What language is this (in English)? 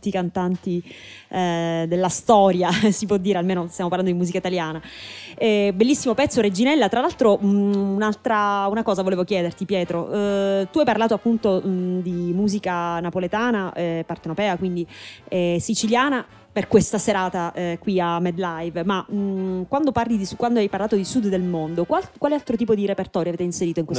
Italian